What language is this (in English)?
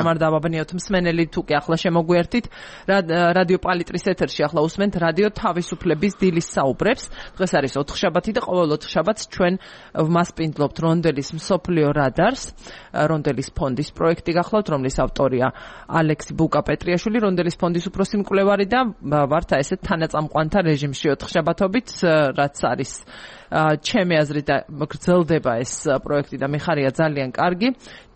Georgian